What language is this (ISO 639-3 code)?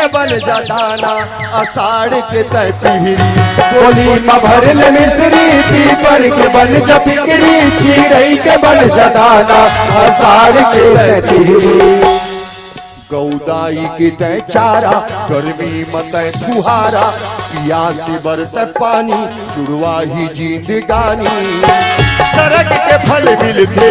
hne